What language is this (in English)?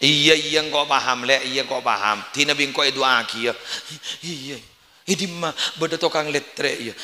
Madurese